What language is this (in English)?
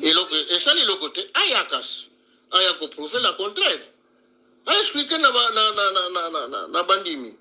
Lingala